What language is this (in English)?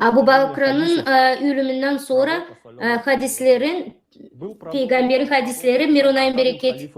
Gagauz